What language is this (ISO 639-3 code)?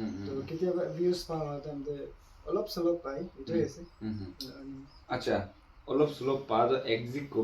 nag